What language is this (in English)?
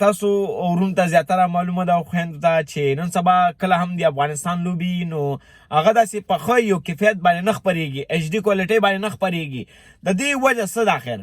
Pashto